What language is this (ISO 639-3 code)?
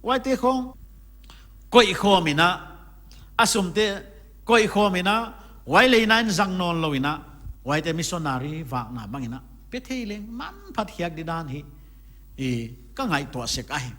pck